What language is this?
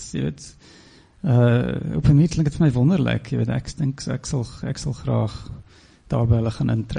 Afrikaans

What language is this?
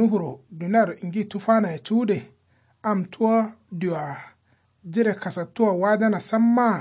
Kanuri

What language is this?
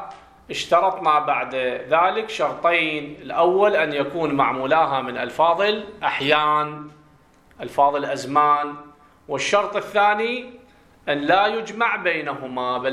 Arabic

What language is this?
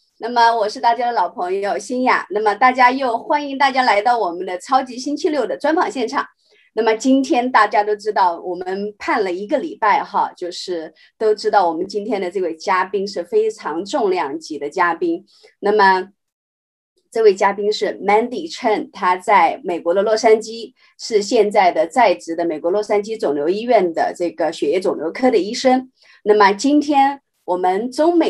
Chinese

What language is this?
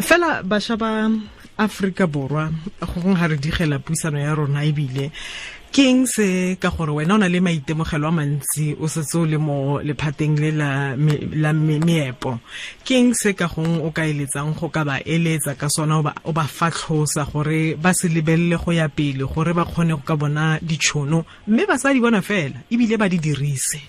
Tswana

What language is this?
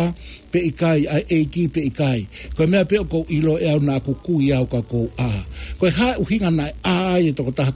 Tongan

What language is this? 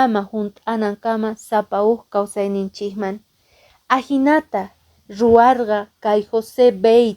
Quechua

